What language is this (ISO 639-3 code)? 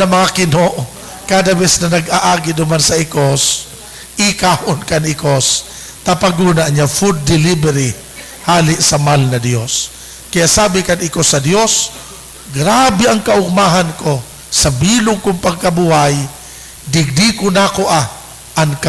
bik